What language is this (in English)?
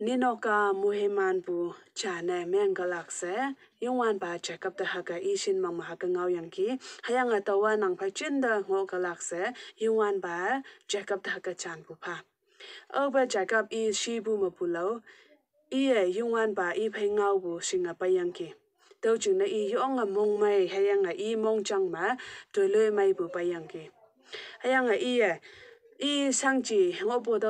Konyak Naga